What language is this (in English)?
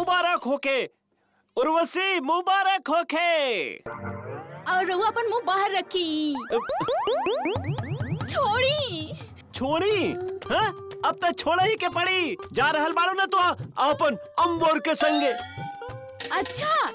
Bhojpuri